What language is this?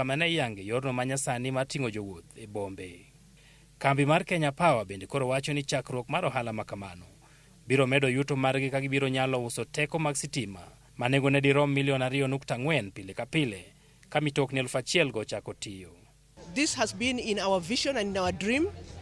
Luo (Kenya and Tanzania)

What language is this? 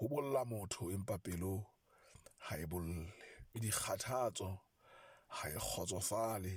Southern Sotho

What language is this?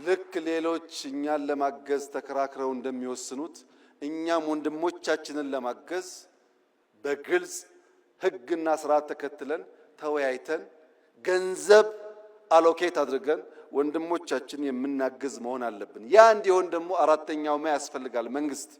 Amharic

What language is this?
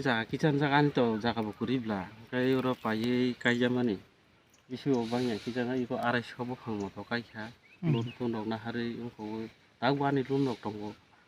Kok Borok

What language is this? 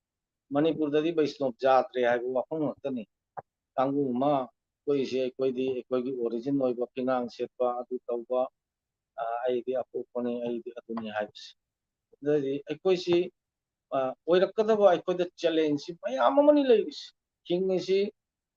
Manipuri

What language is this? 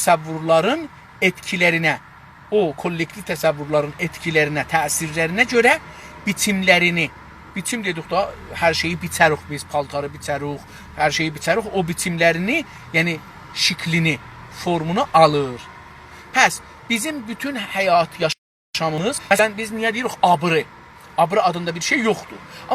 South Azerbaijani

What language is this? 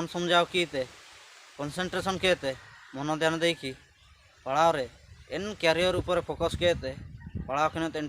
Ho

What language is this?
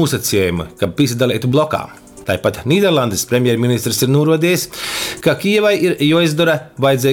Latgalian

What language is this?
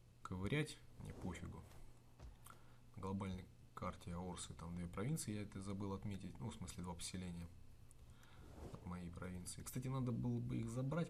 Russian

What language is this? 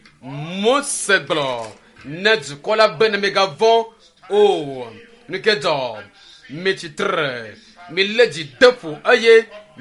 Ewe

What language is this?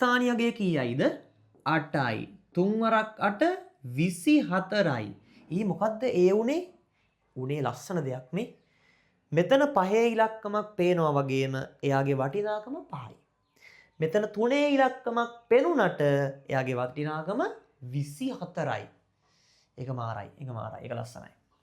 Sinhala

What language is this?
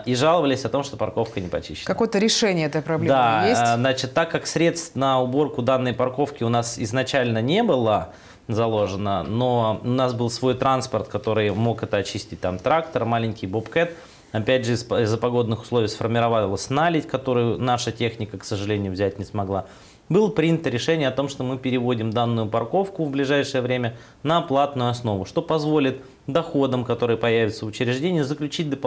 Russian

